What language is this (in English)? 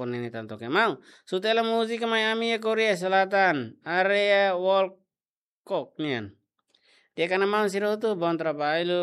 Tetum